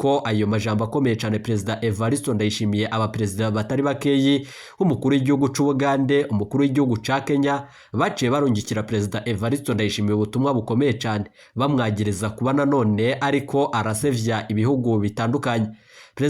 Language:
Rundi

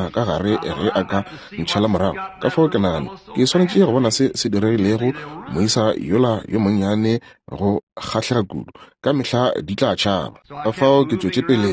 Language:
Northern Sotho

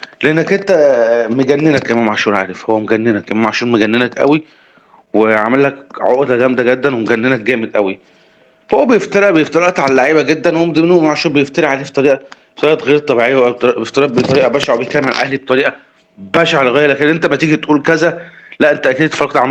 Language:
Egyptian Arabic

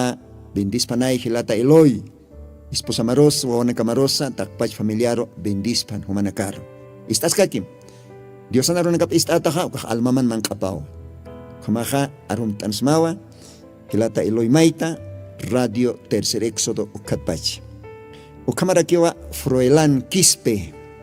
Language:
Aymara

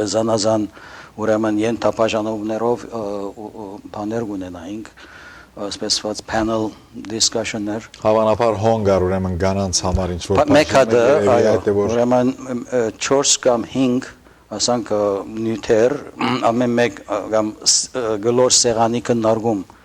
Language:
Western Armenian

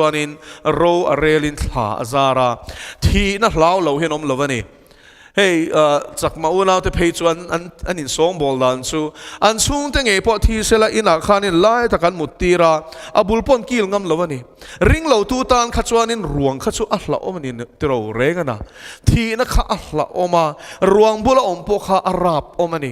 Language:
Mizo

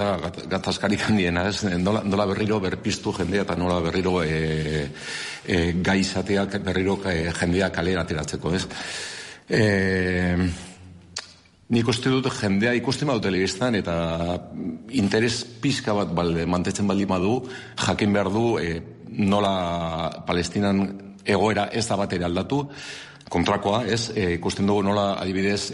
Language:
Basque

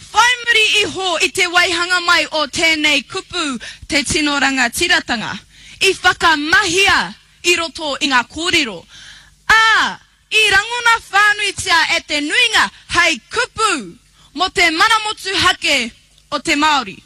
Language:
Māori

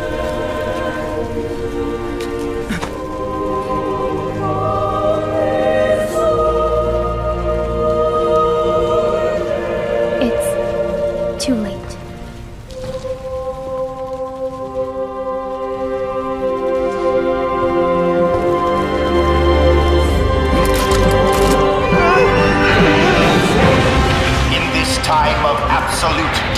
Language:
English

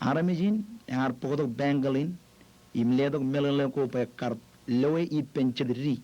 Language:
Marshallese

